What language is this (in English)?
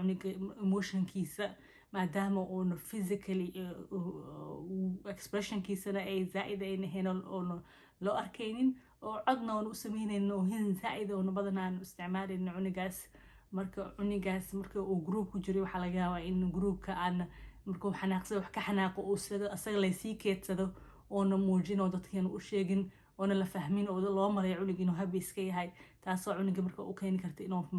Somali